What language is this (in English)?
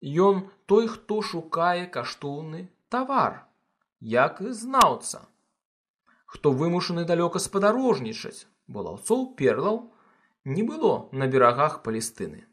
Belarusian